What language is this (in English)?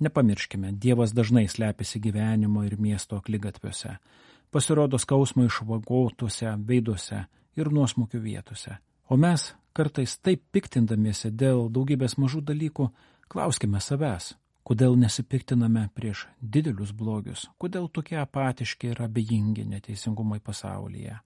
Lithuanian